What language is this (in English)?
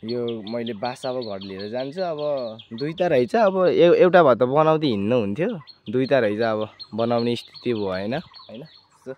Nepali